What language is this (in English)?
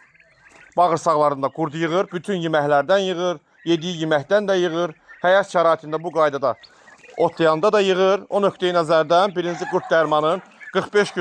Azerbaijani